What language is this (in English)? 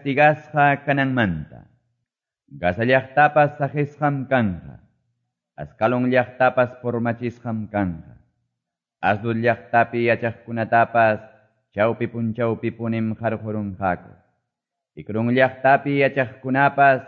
Ayacucho Quechua